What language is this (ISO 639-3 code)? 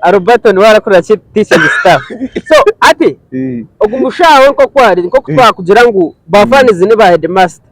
nyn